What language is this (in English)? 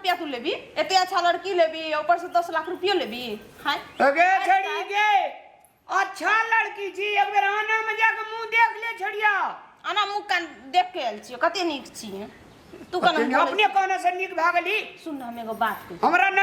Maithili